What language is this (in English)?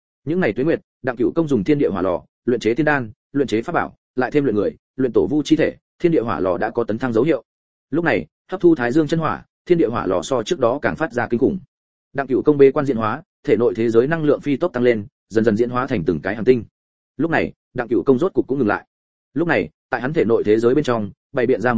Vietnamese